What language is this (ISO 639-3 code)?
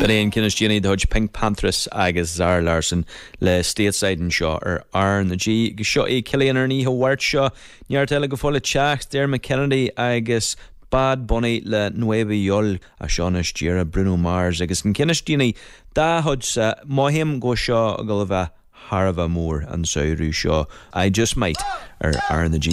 gle